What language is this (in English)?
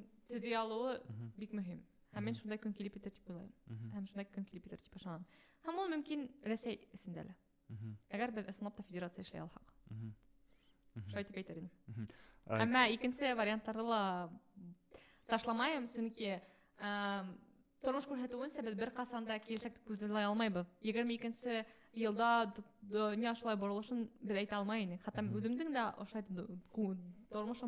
Bashkir